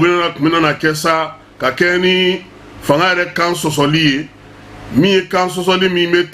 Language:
Bambara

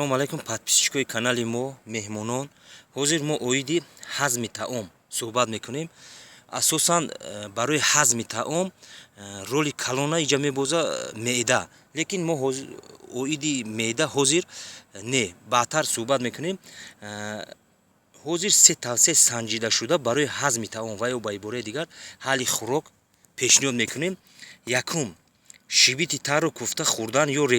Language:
Tajik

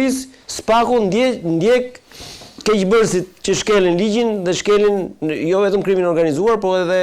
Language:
Albanian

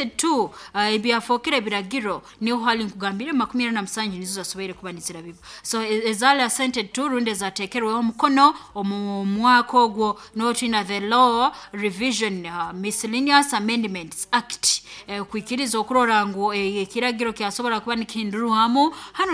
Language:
Nyoro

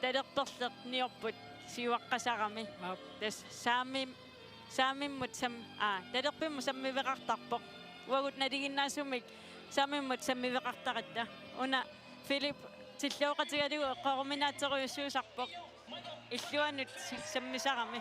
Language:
Kalaallisut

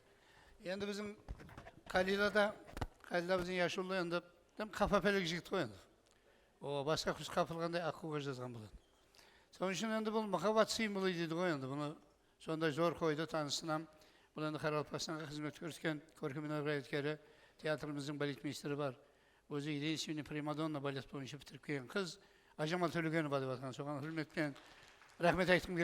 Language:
Kara-Kalpak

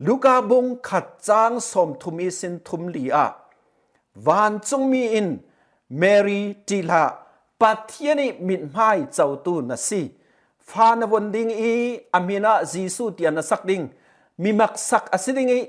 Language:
Falam Chin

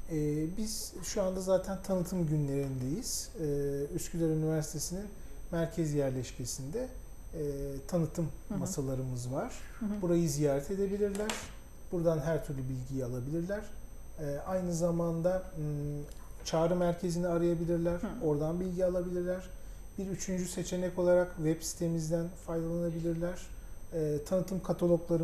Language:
Turkish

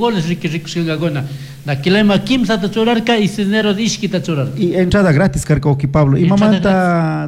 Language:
Chimborazo Highland Quichua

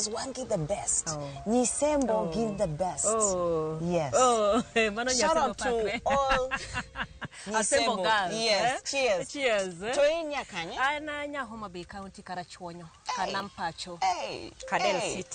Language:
Luo (Kenya and Tanzania)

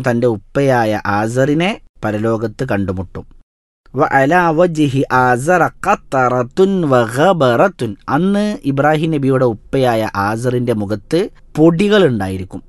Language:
Malayalam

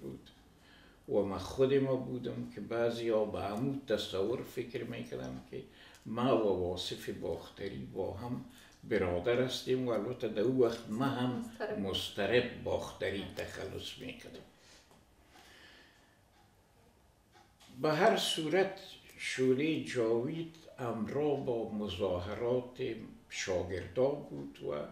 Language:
Persian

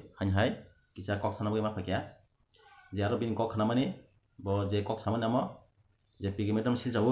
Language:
Kok Borok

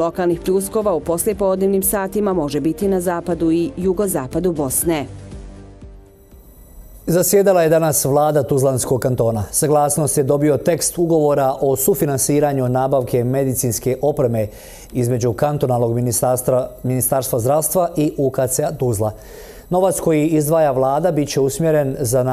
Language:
Bosnian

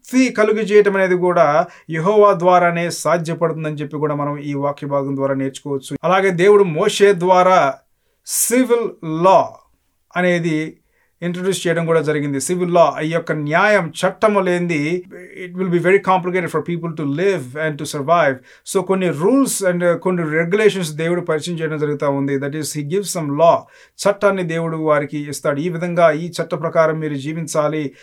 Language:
Telugu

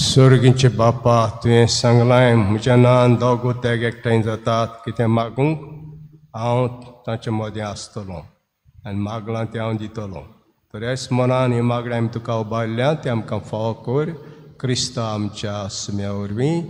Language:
Konkani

